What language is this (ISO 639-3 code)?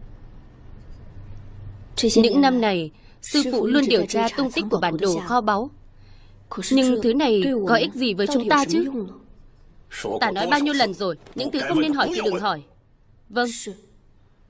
vie